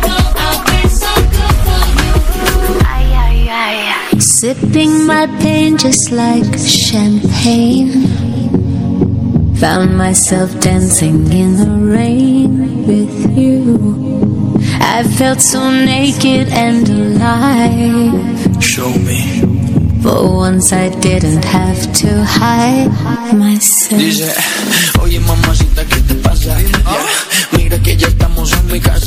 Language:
Italian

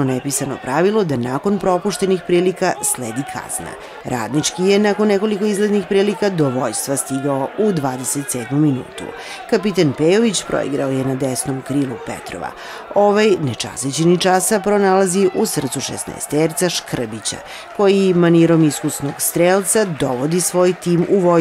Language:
Serbian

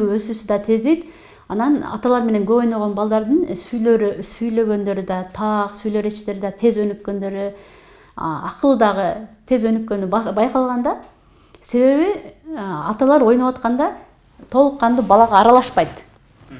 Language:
Kyrgyz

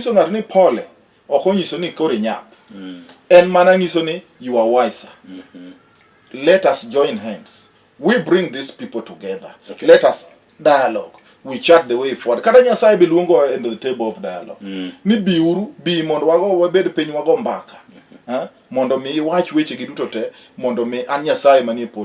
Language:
Luo (Kenya and Tanzania)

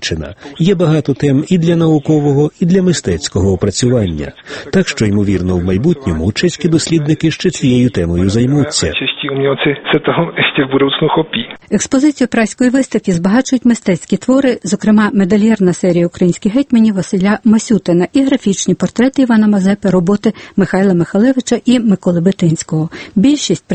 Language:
Ukrainian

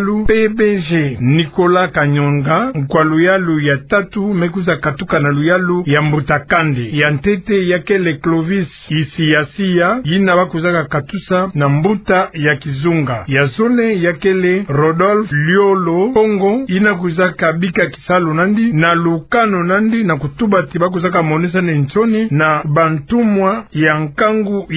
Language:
Kituba (Democratic Republic of Congo)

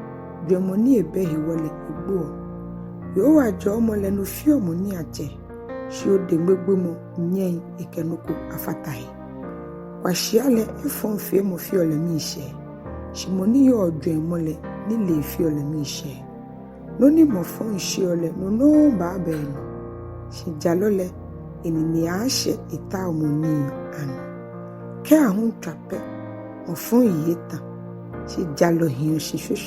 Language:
Ga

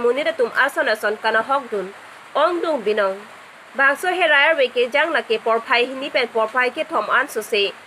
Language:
Karbi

